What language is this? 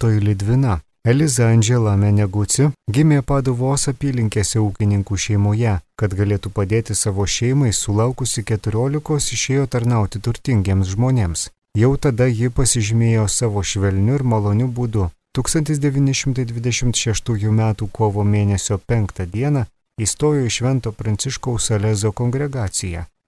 Lithuanian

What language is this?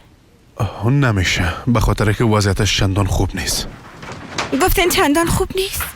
Persian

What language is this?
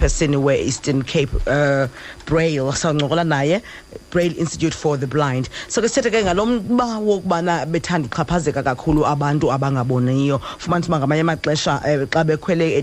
Xhosa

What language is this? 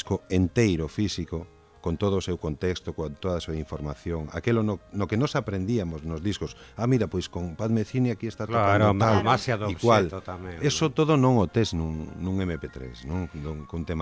Galician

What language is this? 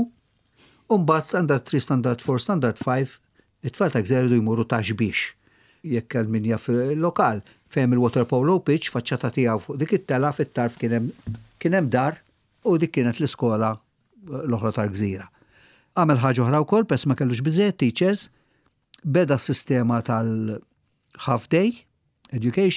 Maltese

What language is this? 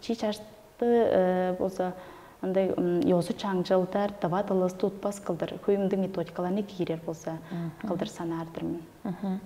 Tuvinian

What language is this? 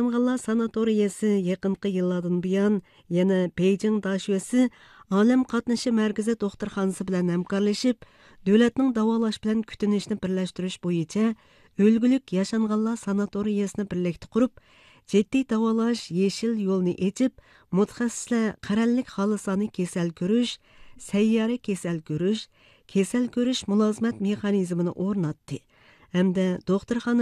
Uzbek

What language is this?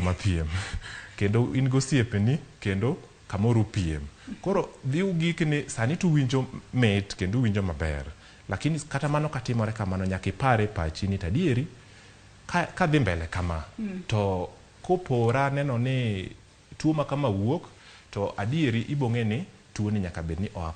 Luo (Kenya and Tanzania)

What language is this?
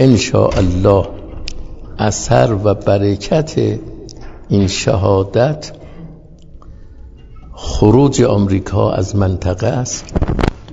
Persian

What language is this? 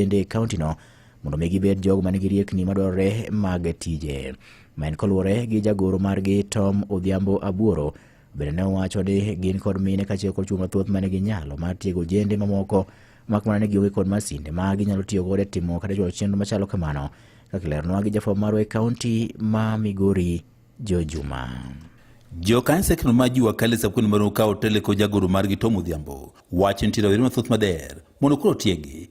Luo (Kenya and Tanzania)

